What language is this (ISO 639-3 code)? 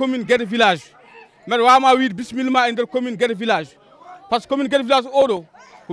ful